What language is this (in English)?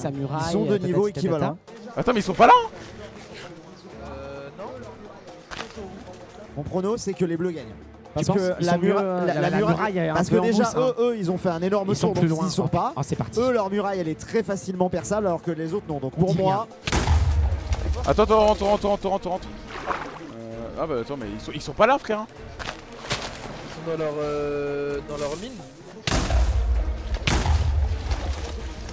French